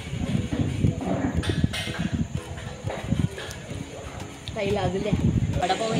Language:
Marathi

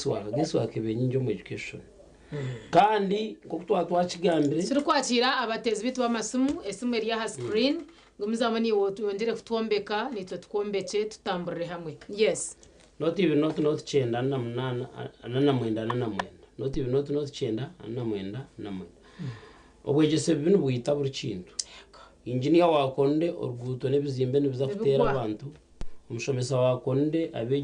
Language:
Nyankole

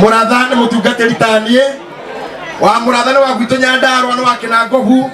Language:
Kikuyu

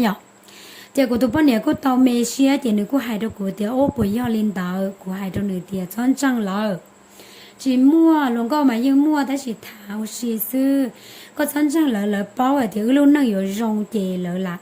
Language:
Hmong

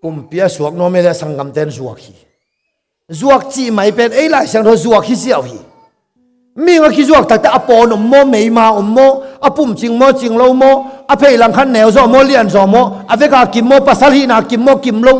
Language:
Tedim Chin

